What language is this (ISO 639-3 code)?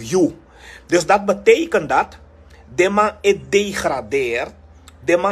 srn